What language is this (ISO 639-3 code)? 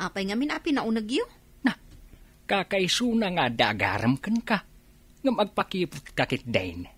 ilo